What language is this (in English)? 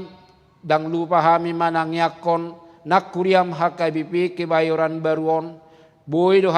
Batak Toba